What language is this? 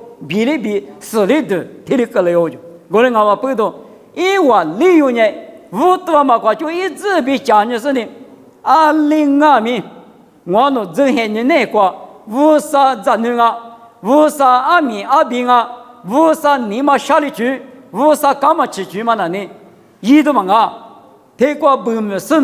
Lisu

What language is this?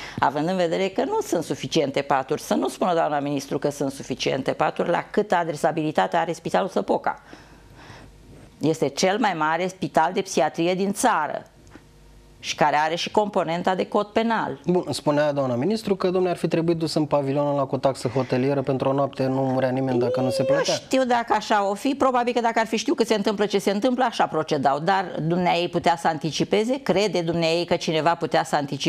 Romanian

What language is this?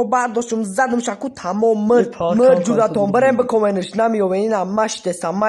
Tajik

